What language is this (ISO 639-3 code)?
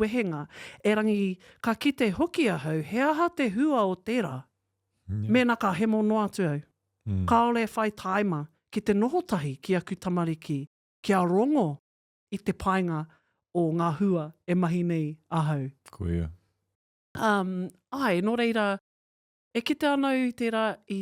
mri